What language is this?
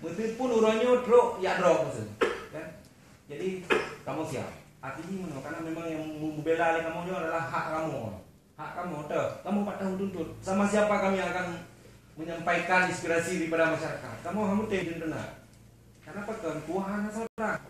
Achinese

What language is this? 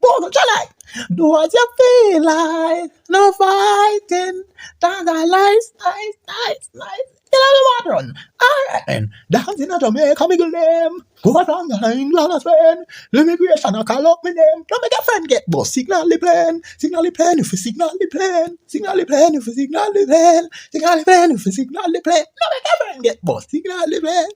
Jamaican Creole English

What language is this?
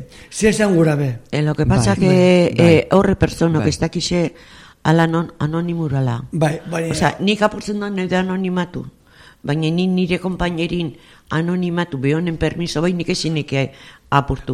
Basque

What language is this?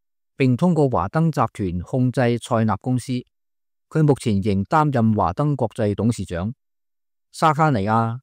Cantonese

